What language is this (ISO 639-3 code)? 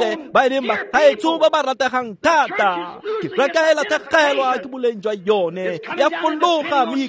tsn